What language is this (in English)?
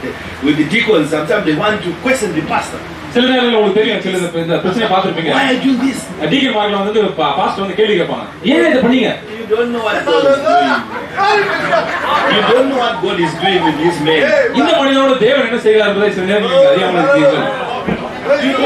Tamil